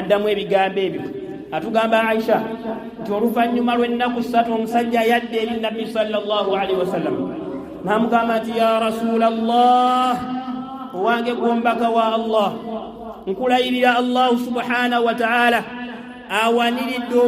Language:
Ganda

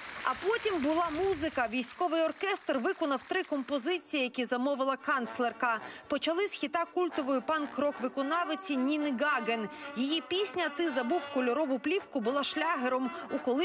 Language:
Ukrainian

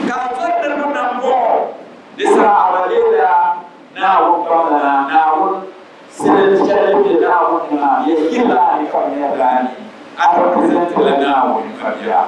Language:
Dagbani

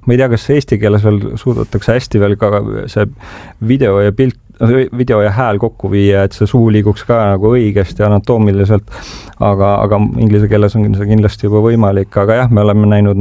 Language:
Estonian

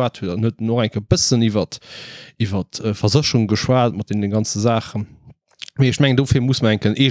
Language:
Luxembourgish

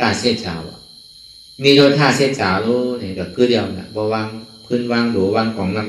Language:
Shan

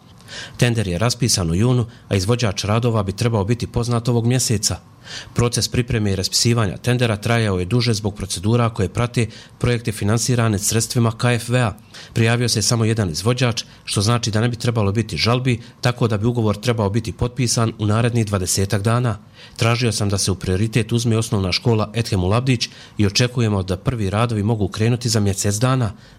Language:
Bosnian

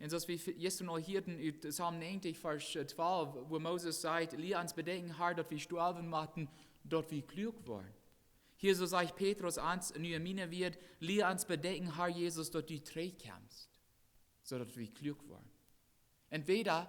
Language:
Plautdietsch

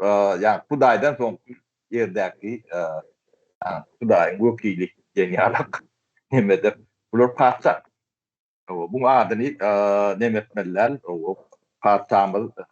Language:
Turkmen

